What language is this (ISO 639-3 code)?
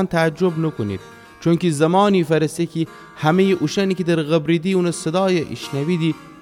glk